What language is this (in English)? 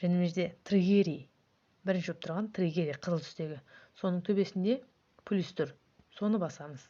Kazakh